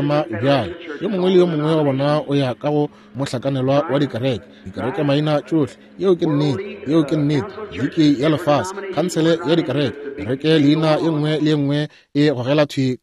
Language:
Northern Sotho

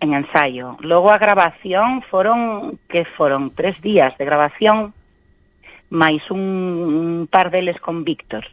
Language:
Galician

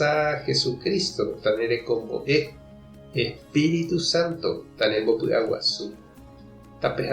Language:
Guarani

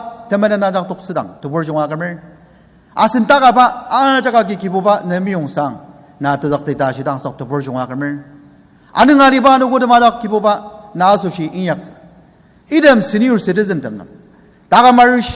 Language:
Ao Naga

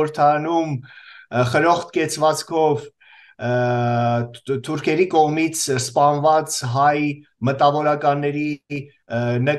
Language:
Armenian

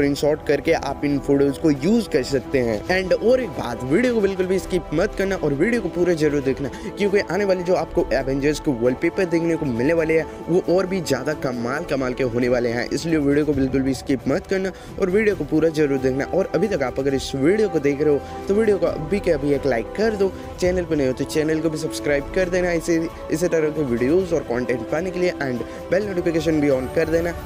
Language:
Hindi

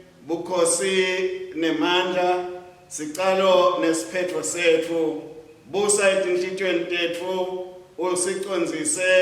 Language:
Swati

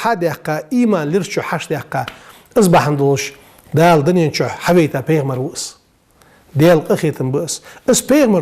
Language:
Ingush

